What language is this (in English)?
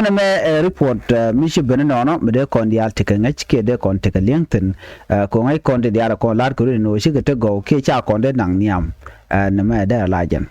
Nuer